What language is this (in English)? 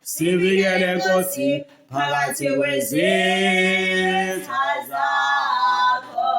Zulu